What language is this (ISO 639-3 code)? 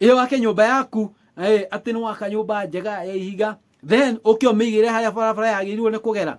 kik